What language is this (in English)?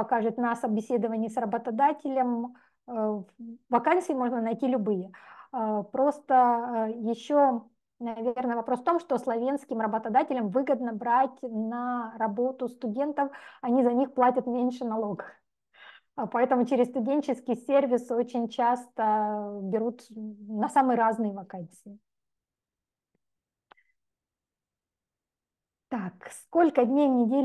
Russian